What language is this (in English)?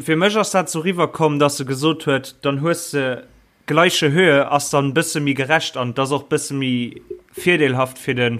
Luxembourgish